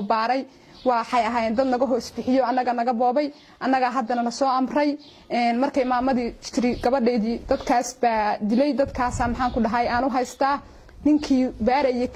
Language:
Somali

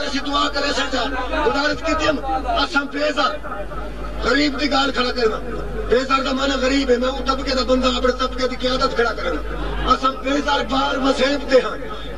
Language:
Saraiki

